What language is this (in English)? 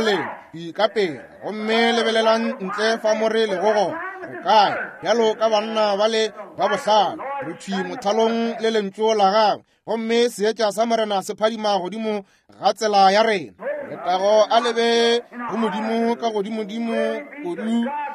Northern Sotho